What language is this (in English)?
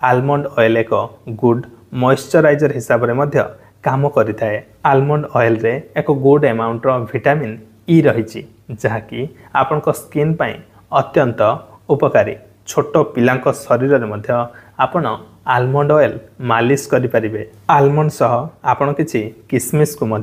Odia